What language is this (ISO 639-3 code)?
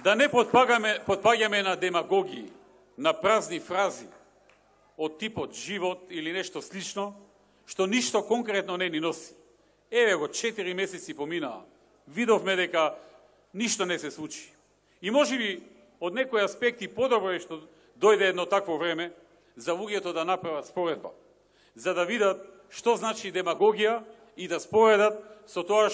mkd